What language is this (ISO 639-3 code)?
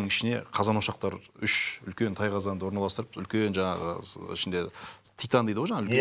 kaz